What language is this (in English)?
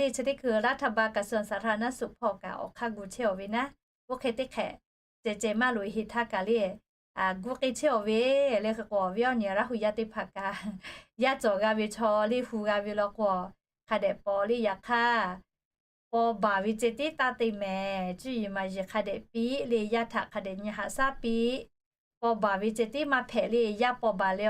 Lahu